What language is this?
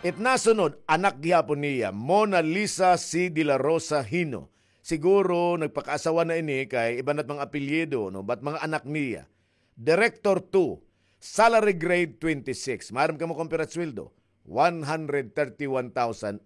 Waray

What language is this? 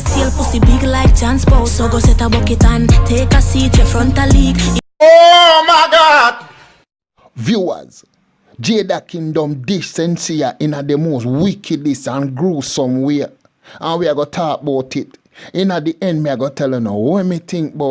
Jamaican Creole English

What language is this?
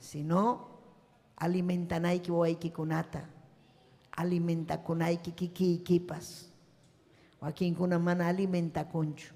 Ayacucho Quechua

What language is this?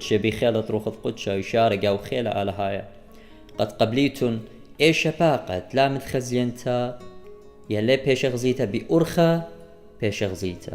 Assyrian Neo-Aramaic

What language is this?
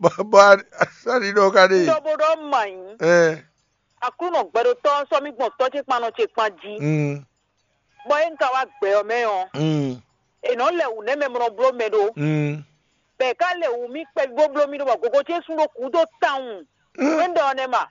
Fon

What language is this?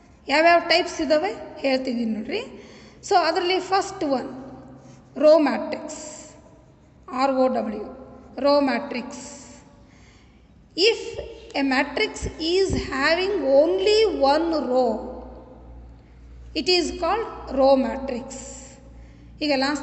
Kannada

